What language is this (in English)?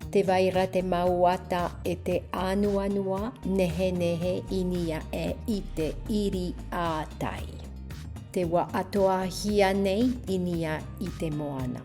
Tahitian